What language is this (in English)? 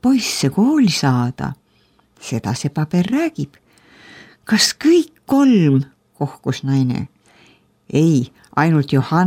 Estonian